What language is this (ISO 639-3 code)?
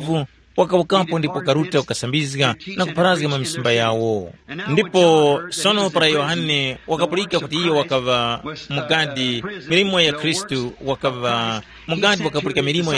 tum